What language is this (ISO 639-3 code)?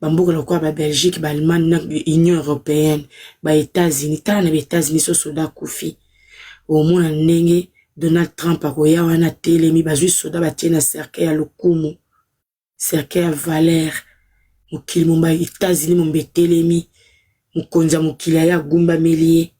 lin